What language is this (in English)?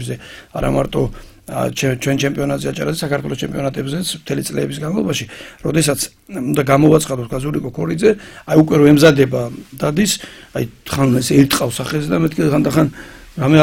Georgian